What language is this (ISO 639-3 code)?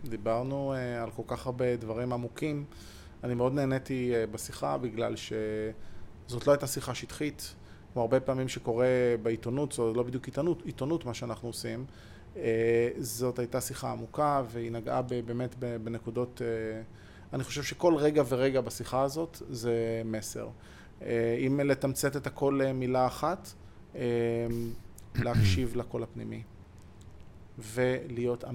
heb